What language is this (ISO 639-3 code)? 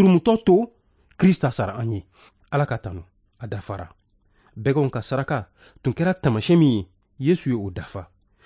bam